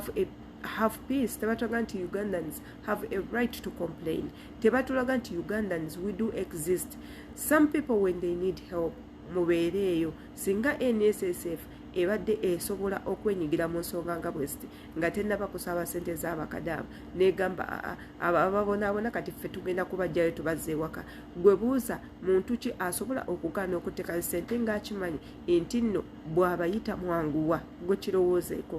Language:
Ganda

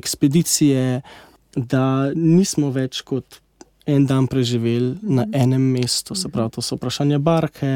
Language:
Slovenian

